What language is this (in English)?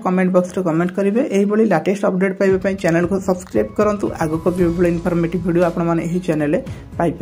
Odia